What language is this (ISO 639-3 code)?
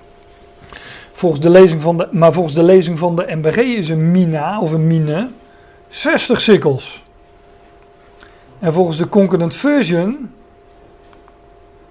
nld